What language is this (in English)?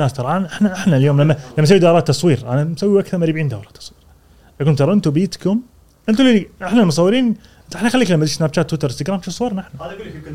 Gulf Arabic